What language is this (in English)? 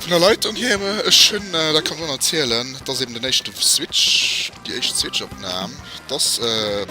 Luxembourgish